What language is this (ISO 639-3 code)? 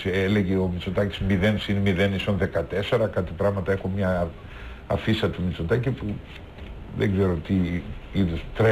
ell